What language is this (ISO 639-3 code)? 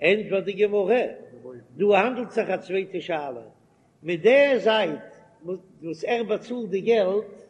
yid